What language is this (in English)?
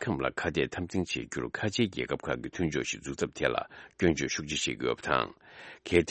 Tibetan